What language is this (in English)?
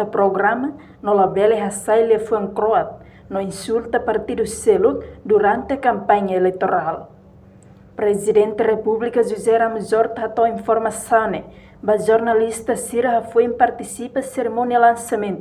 Tetum